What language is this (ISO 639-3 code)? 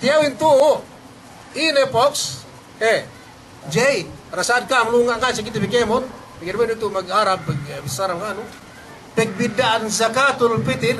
yka